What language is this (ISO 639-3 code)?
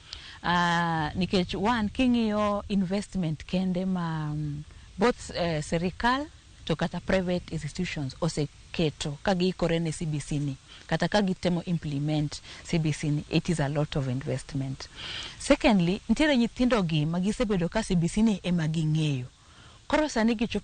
luo